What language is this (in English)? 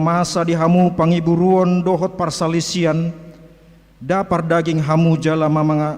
Batak Toba